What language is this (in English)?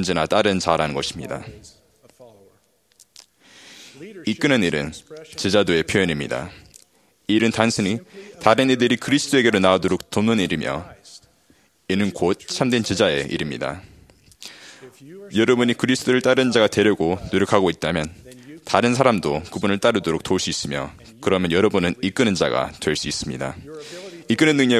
Korean